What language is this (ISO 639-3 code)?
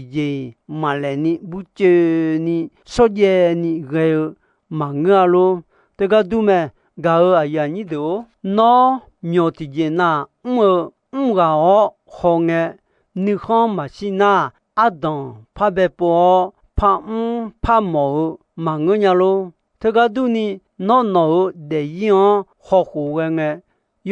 ahk